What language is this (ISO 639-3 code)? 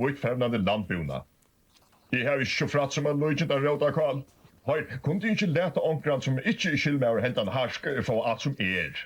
fao